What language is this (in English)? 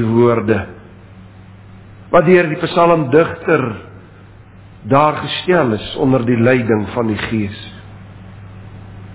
Afrikaans